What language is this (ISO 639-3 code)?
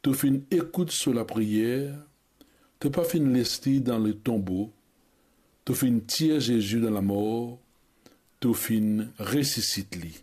mfe